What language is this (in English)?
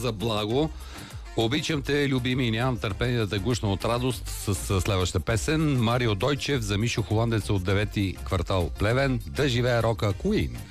Bulgarian